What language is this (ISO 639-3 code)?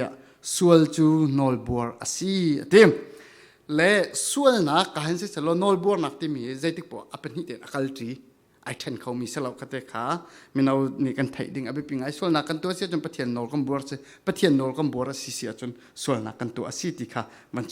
cfm